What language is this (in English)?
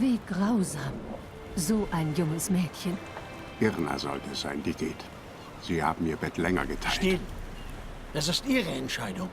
Swiss German